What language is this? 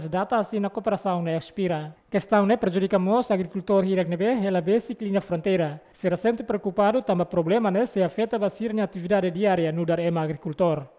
Tetum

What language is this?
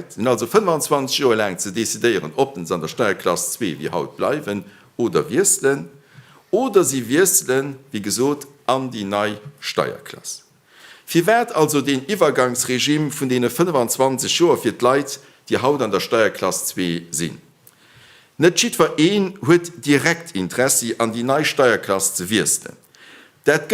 Luxembourgish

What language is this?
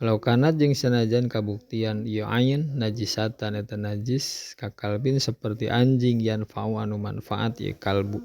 Sundanese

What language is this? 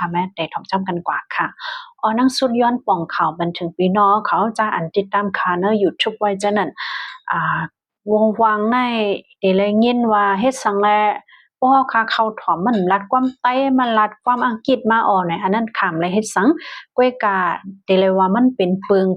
Shan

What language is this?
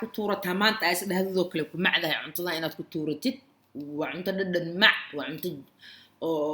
Somali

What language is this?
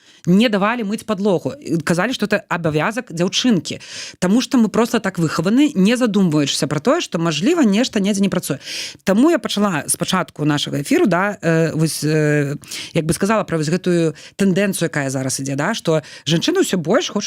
Belarusian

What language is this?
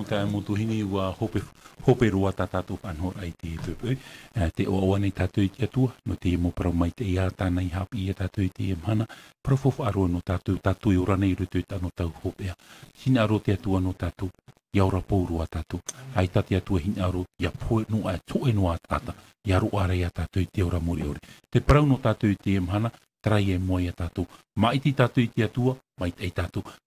Tahitian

